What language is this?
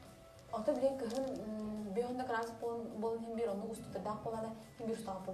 Yakut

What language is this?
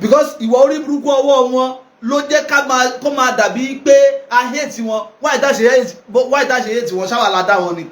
Yoruba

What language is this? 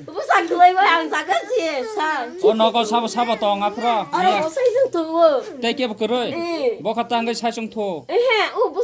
Kok Borok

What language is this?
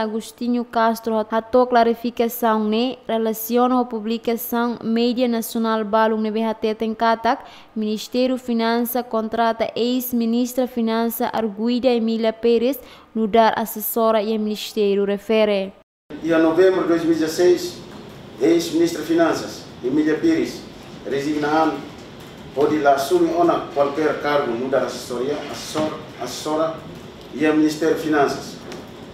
Tetum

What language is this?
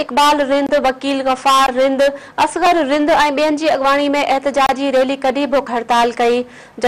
Sindhi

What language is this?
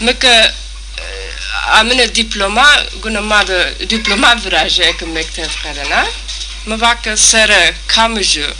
Zaza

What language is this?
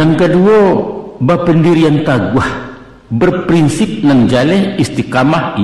Minangkabau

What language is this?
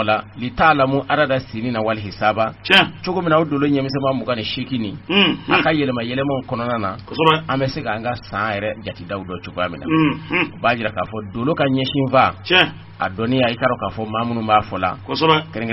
Bambara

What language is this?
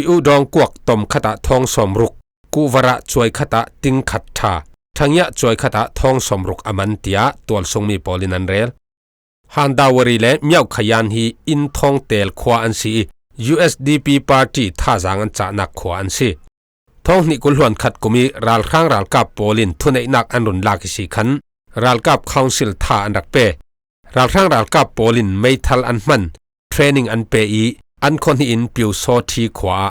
Falam Chin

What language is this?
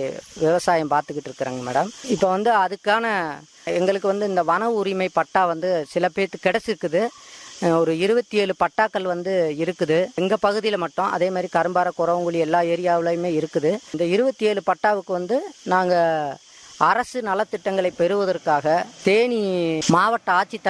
Tamil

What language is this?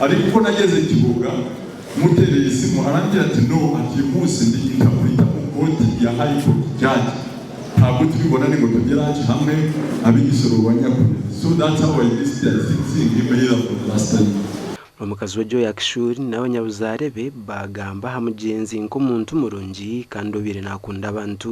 Nyankole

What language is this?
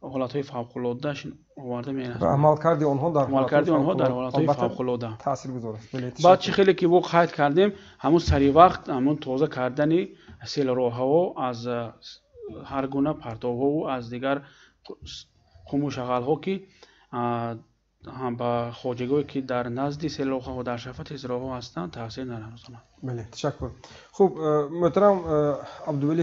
Tajik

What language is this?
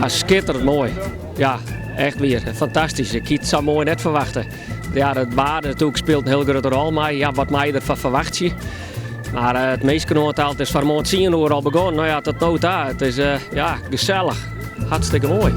Western Frisian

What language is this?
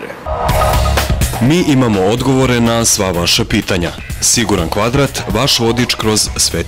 Serbian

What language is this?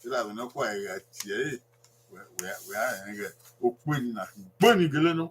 Bini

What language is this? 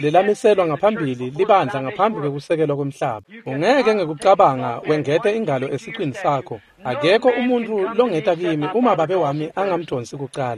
Swati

